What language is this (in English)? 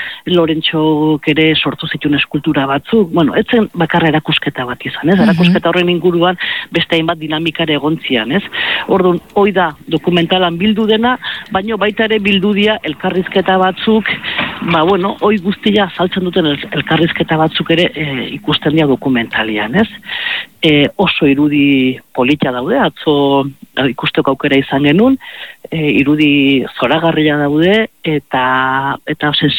Basque